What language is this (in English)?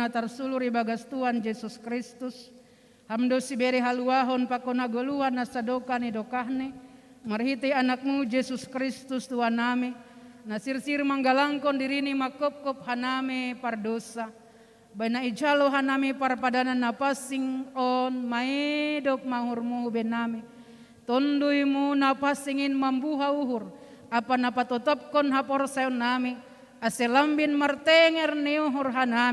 Batak Simalungun